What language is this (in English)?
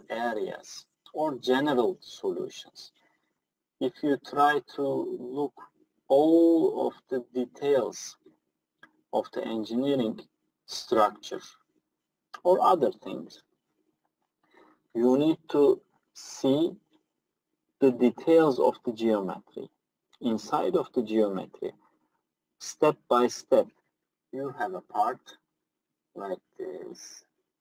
English